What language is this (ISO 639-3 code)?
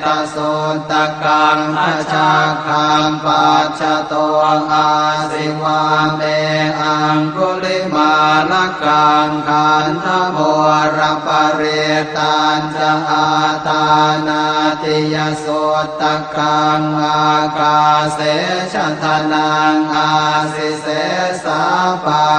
pli